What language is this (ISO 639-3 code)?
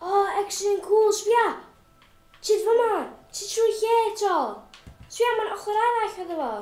cym